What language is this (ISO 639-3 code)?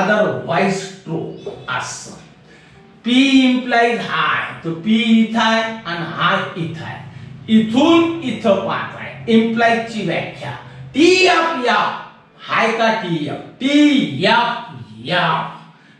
mar